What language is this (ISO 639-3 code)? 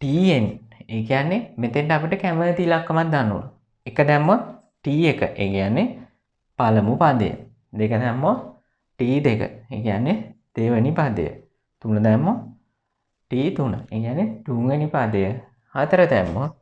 sin